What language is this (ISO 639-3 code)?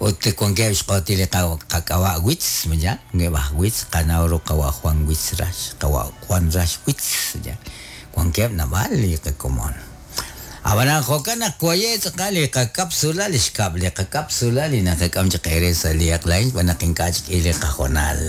kek